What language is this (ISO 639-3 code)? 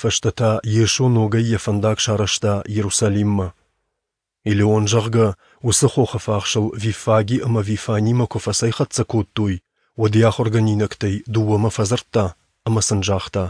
oss